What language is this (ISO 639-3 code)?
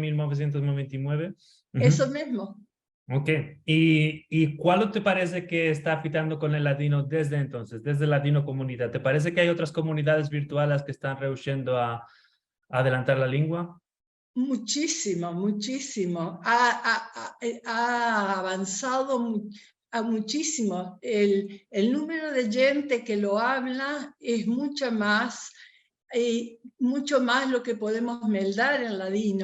lad